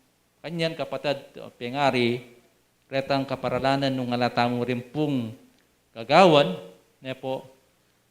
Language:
Pampanga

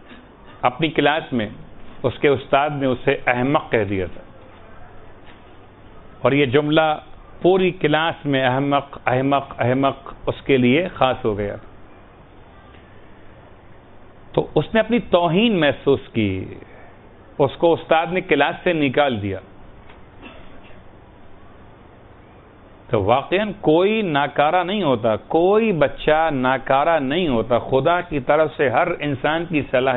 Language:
Urdu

